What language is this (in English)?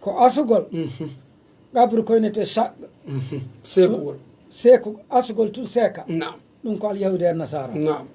Pular